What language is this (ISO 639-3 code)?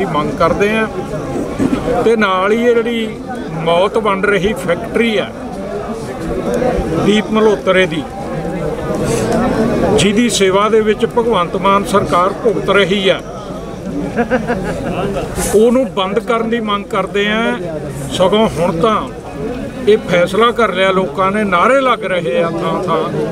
pan